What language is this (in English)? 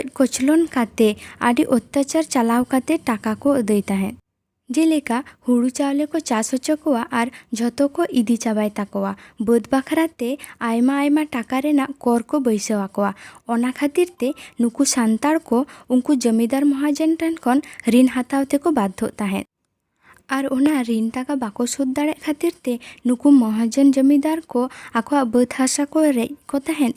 Santali